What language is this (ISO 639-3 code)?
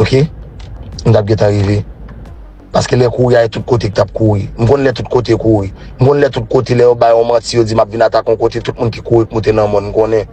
hat